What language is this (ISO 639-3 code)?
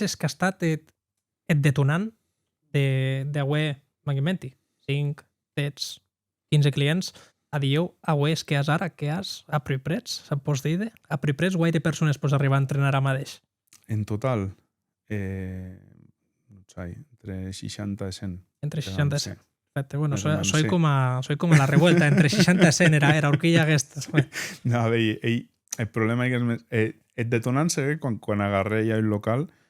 oci